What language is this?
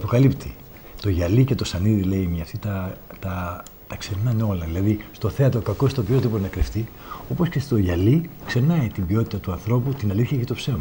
Greek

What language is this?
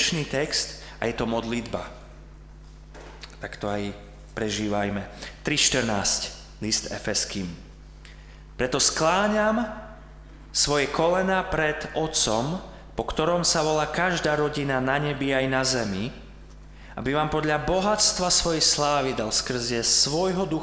Slovak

